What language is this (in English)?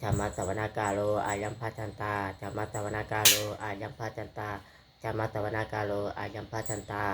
Pali